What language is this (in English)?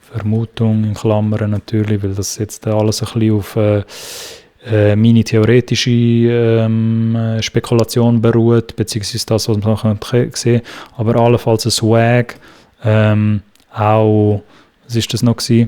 Swiss German